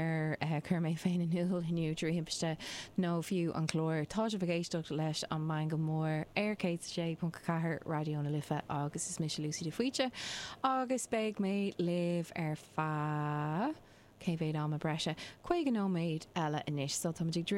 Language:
Irish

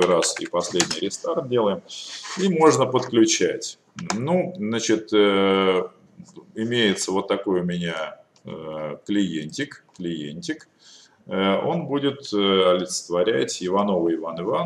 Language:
Russian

